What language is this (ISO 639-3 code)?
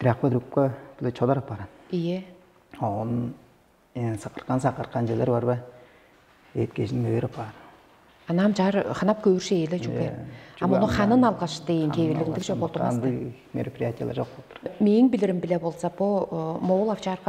tyv